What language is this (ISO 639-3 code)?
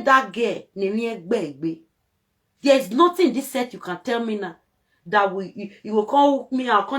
pcm